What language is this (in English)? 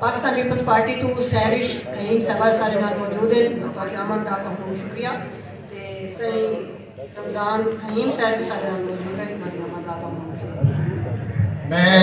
Saraiki